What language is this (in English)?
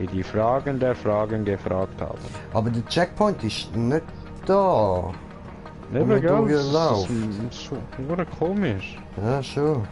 Swiss German